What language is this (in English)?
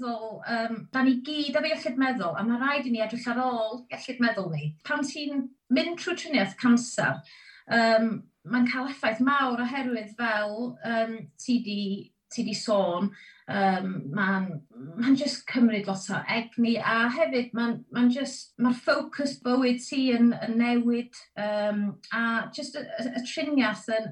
Welsh